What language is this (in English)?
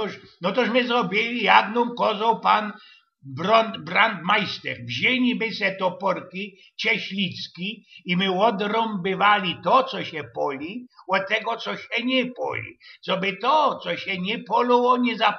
Silesian